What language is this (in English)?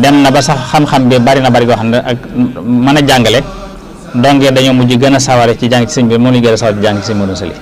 Wolof